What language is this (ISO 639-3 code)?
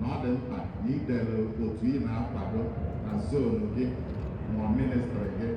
ibo